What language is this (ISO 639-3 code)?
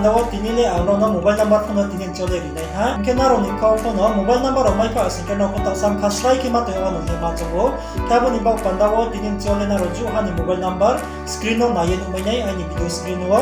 ria